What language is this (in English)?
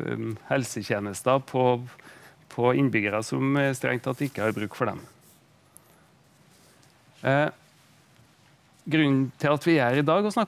Norwegian